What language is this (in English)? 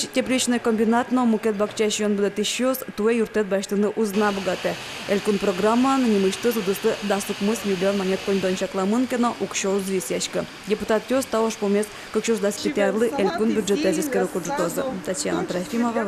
Udmurt